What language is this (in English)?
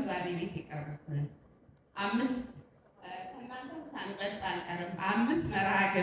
Amharic